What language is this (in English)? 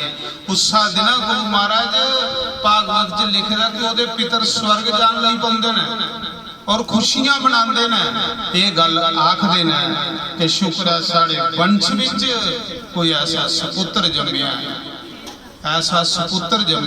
Dogri